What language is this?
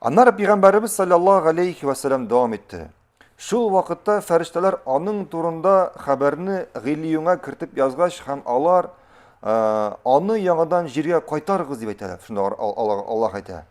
Tatar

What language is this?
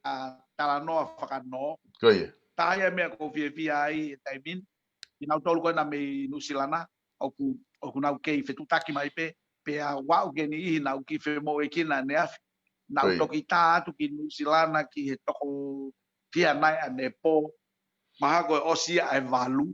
Tongan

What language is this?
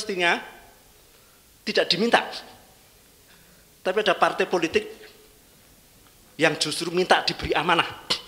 Indonesian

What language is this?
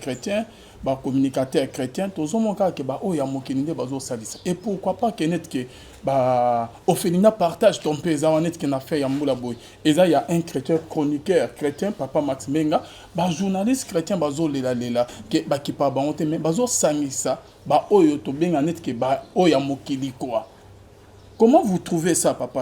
Lingala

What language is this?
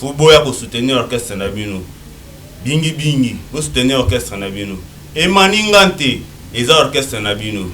Lingala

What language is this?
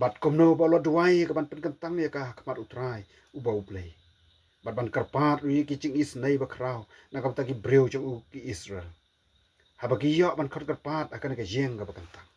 Khasi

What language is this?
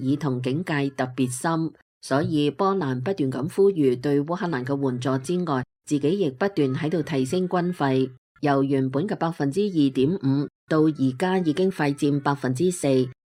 Cantonese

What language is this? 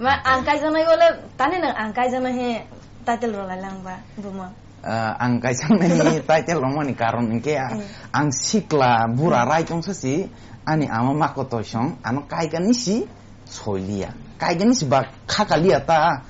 Kok Borok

